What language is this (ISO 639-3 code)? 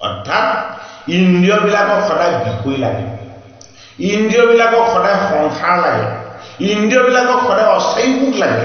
asm